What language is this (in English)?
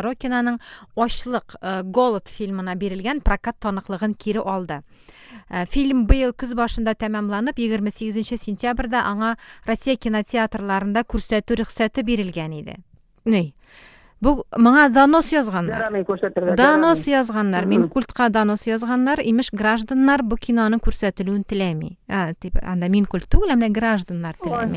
Tatar